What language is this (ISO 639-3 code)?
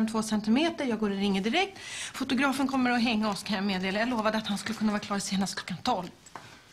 swe